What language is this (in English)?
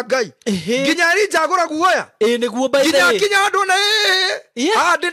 Kikuyu